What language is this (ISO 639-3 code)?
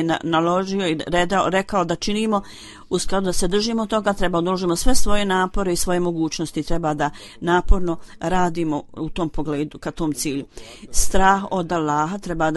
bos